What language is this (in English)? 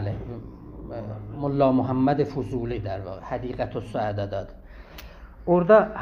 South Azerbaijani